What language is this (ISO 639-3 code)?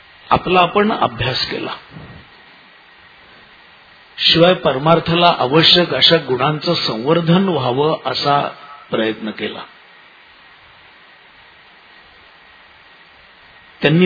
mar